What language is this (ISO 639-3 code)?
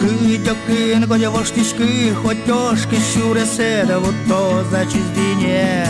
udm